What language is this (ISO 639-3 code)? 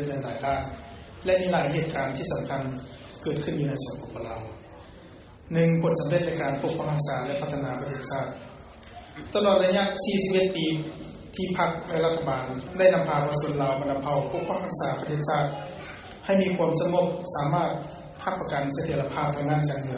tha